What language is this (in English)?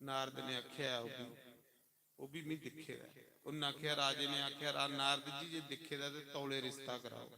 Dogri